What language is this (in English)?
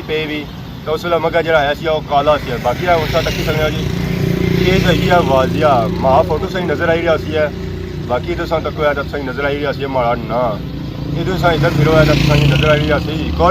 Pahari-Potwari